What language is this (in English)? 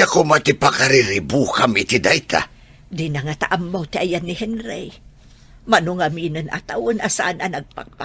Iloko